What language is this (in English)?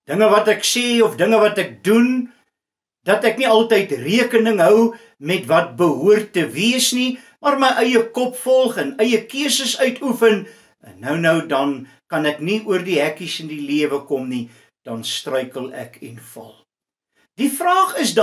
Afrikaans